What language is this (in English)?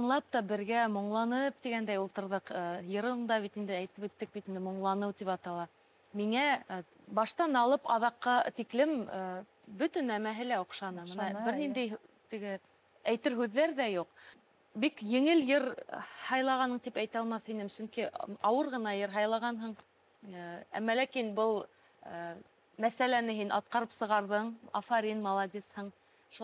Bashkir